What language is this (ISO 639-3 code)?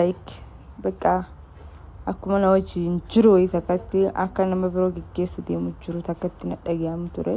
orm